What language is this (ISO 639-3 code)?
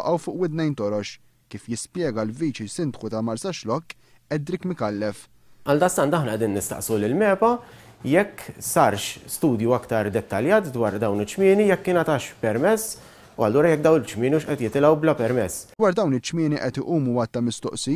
mlt